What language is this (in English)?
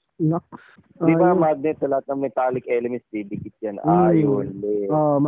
Filipino